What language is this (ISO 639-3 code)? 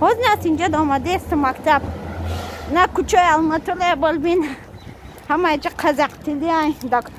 tgk